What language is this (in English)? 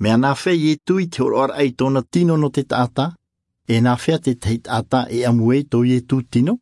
Tahitian